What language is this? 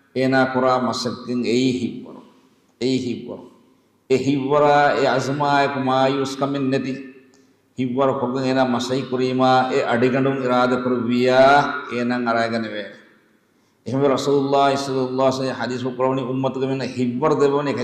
Divehi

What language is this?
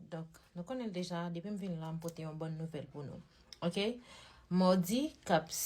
Haitian Creole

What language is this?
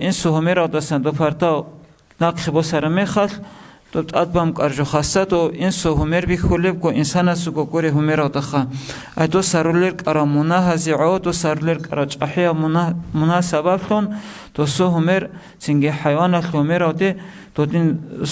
Avaric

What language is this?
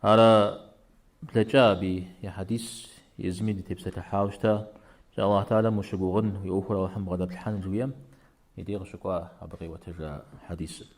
Kabardian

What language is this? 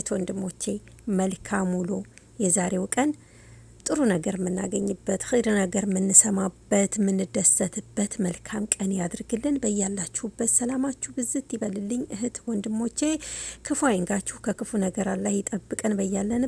Amharic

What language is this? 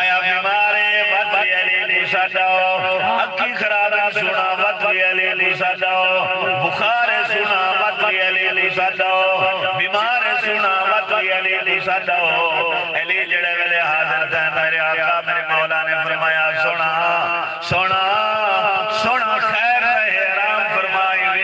Saraiki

